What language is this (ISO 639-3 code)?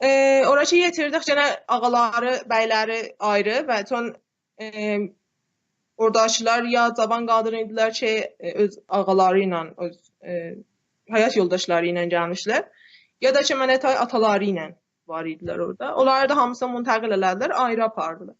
azb